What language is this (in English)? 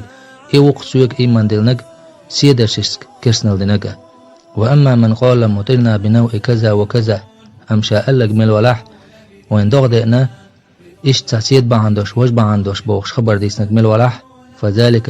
Chechen